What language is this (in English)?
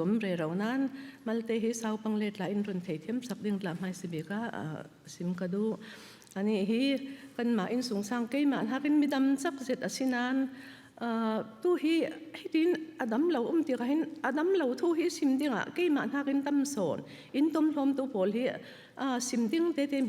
Falam Chin